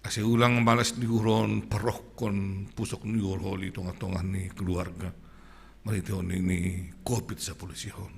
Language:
Batak Simalungun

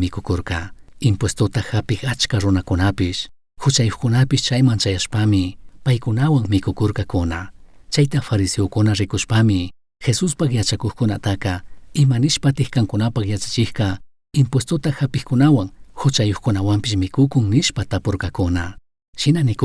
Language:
Chimborazo Highland Quichua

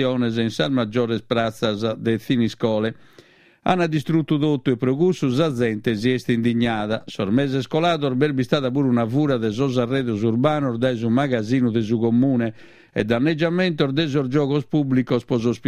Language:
Sardinian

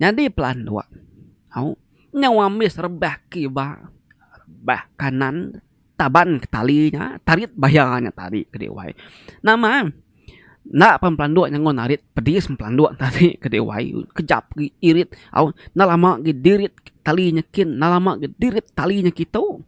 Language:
Iban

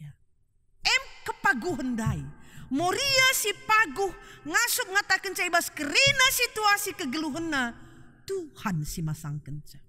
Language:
Batak Karo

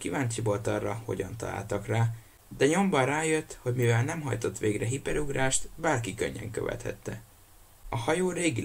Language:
Hungarian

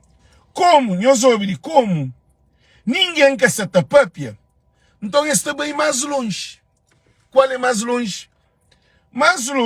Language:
Kabuverdianu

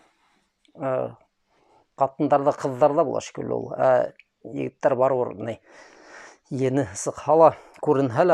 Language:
Bashkir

